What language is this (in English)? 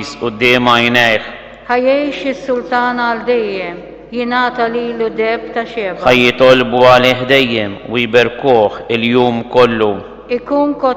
Maltese